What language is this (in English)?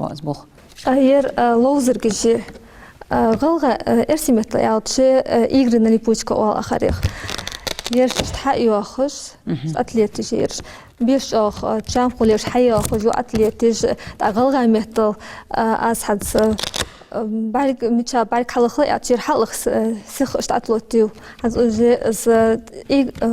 Ingush